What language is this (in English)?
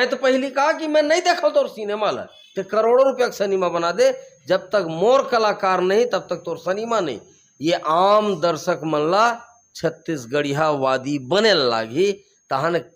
Chhattisgarhi